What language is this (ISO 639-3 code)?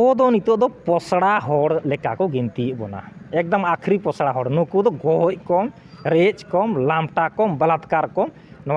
sat